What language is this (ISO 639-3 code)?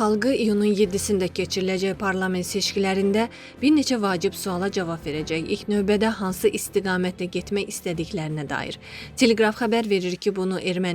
aze